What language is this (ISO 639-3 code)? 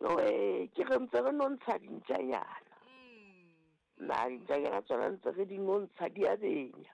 sot